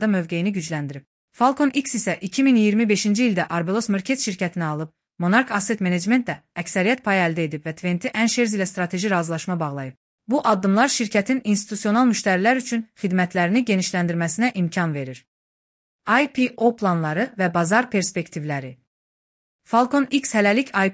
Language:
Azerbaijani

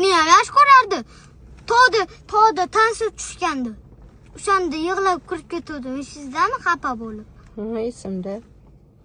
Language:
Uzbek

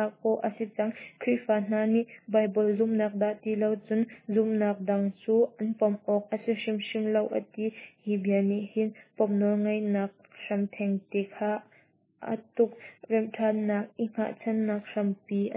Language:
Hakha Chin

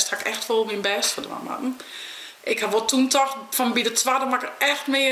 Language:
Western Frisian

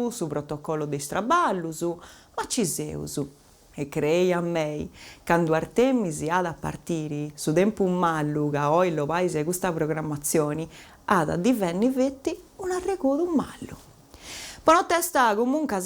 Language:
Sardinian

